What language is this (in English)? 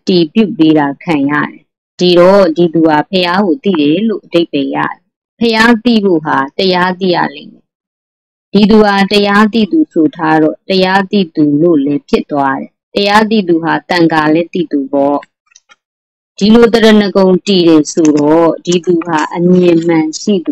Burmese